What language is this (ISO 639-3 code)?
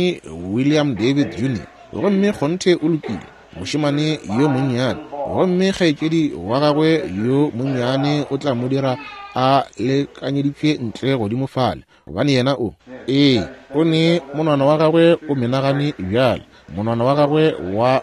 nso